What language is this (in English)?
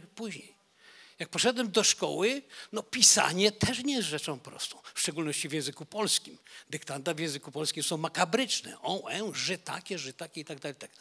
Polish